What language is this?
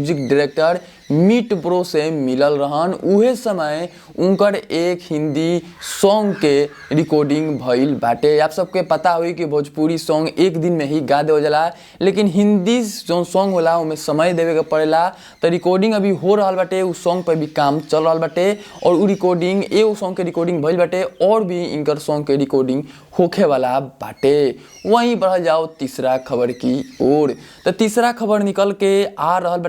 Bhojpuri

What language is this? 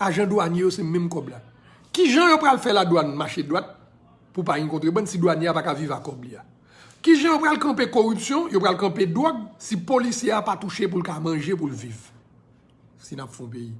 Haitian Creole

